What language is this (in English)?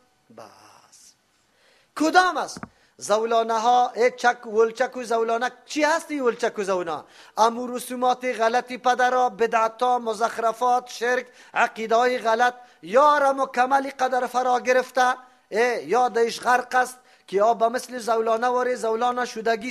Persian